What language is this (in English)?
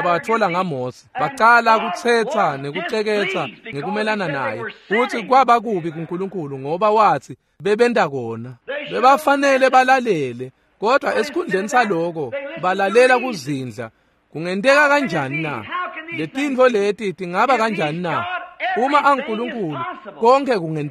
Swati